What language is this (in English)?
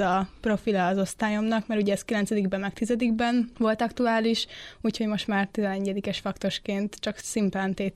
Hungarian